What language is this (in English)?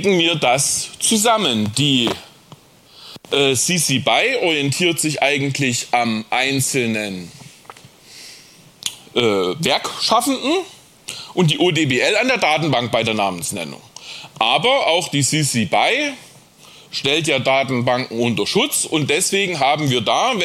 German